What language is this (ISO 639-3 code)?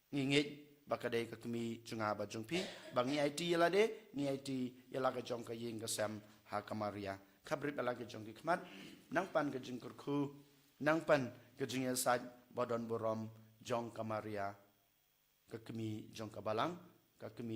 kha